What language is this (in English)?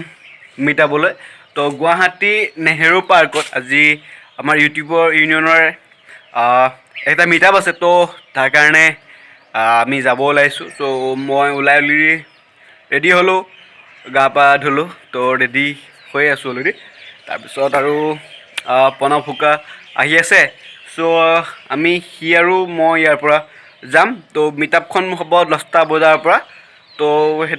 Assamese